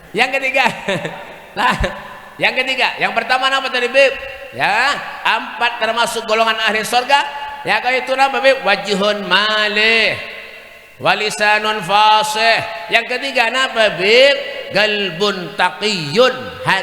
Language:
Banjar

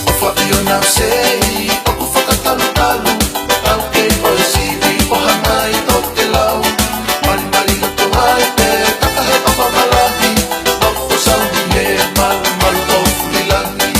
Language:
Tongan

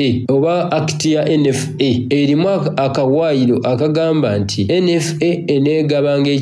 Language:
Soga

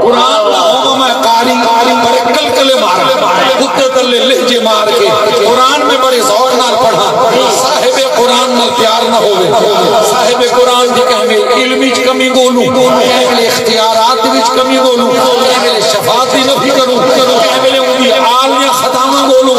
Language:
Saraiki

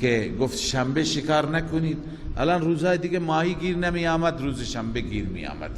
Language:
Persian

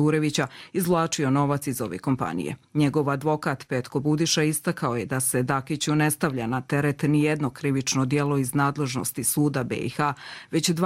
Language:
Croatian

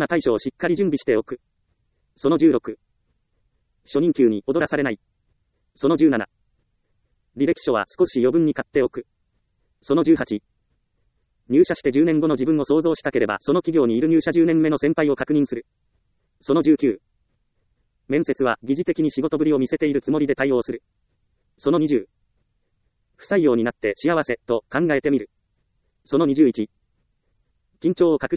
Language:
Japanese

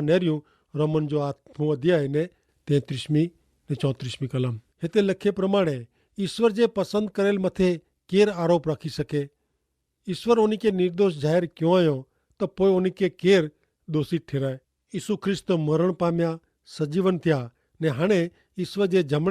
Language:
Kachhi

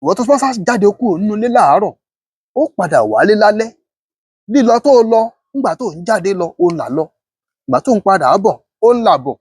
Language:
Yoruba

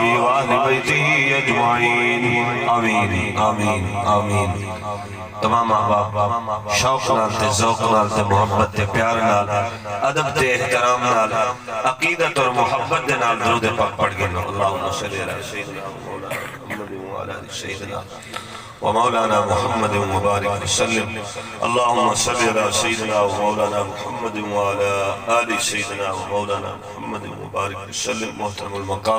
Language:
Saraiki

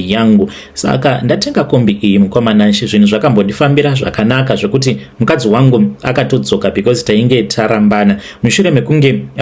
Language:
Shona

